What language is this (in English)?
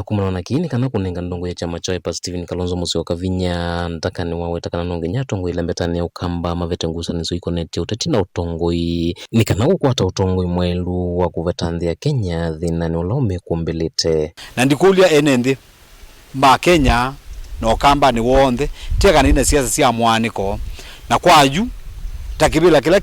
Kamba